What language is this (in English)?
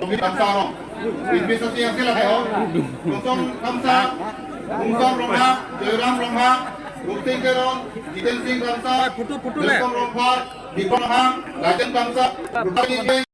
Karbi